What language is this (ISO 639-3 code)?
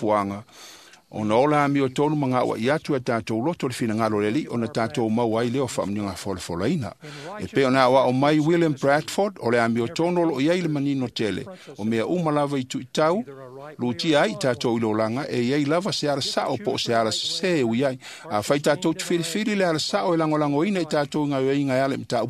smo